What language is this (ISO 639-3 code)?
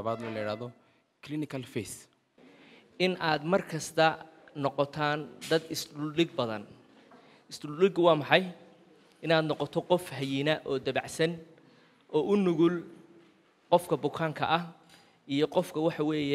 som